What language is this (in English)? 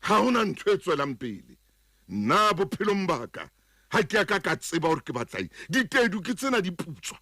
Southern Sotho